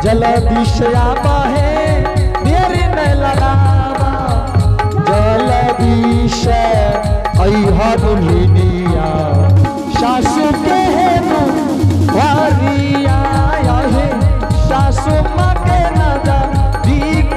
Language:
Angika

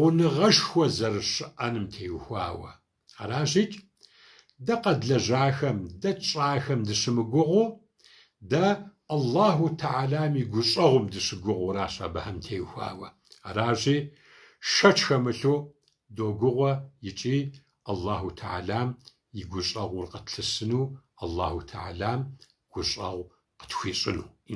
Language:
Kabardian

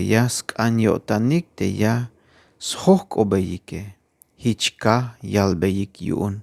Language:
Tzeltal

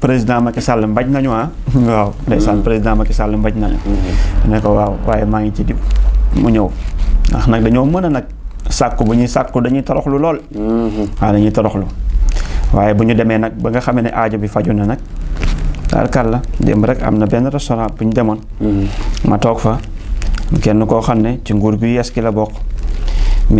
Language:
Wolof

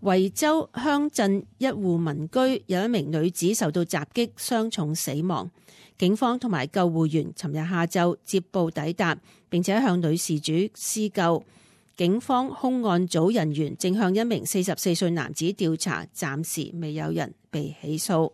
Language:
Cantonese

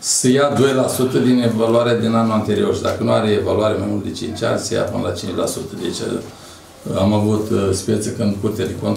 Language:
Romanian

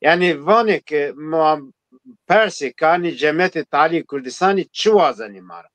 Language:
Zaza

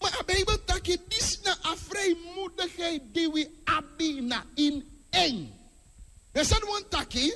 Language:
Sranan Tongo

